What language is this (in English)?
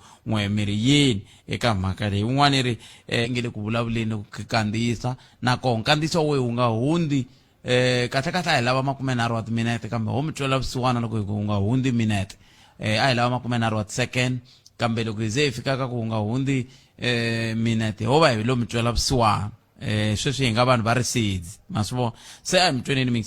Tsonga